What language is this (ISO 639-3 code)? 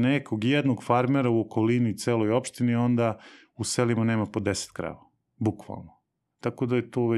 srp